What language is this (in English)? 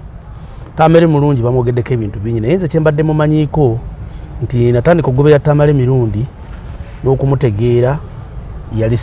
Ganda